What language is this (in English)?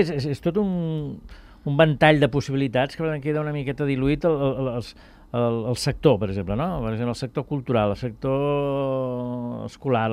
Catalan